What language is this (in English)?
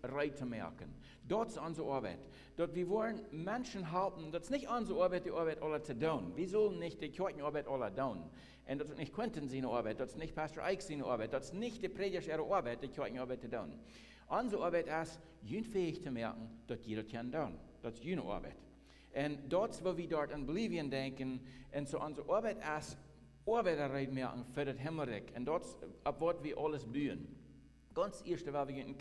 Plautdietsch